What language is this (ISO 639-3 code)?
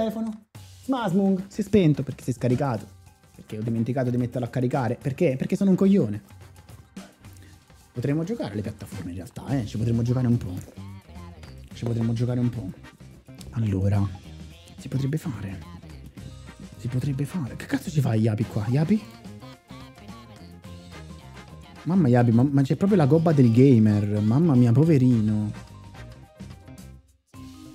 ita